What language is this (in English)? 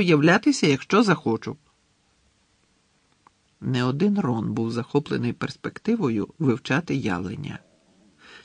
Ukrainian